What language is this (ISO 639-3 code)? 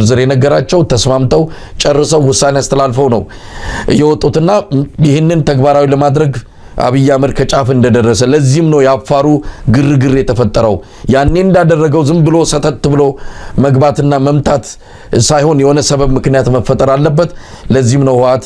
amh